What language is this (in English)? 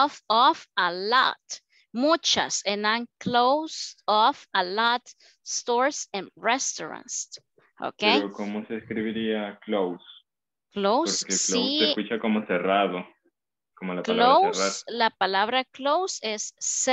Spanish